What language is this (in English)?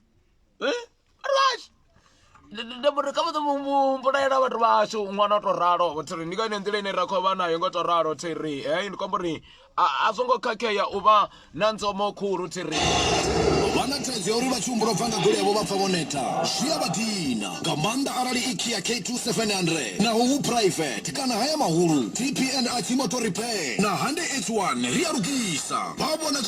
Venda